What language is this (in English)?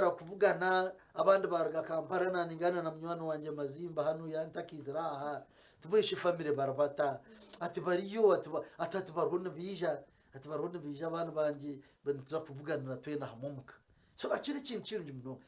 Nyankole